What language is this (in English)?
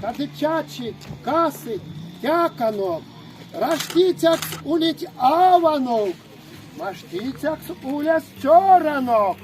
Erzya